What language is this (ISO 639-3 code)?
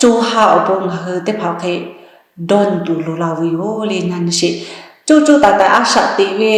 lhu